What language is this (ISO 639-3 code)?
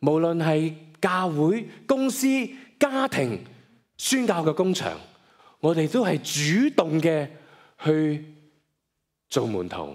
yue